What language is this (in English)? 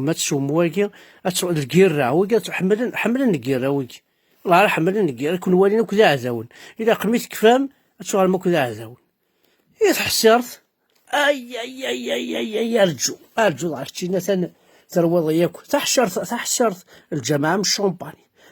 Kabyle